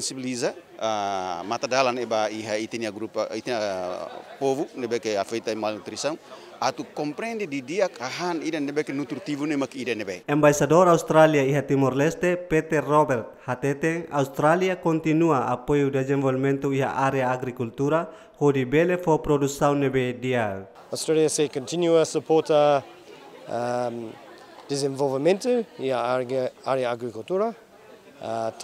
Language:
Tetum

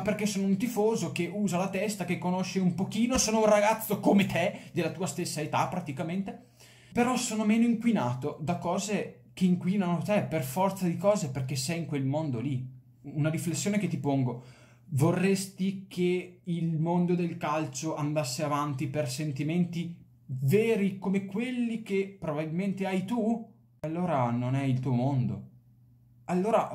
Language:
Italian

